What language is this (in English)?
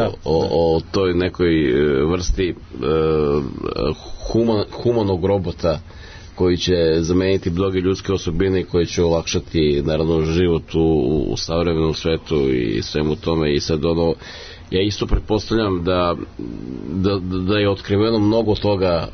Serbian